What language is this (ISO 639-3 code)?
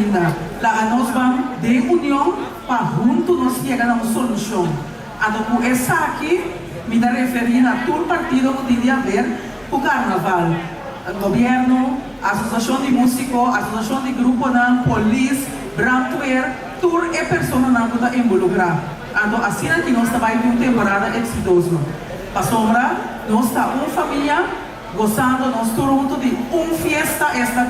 pap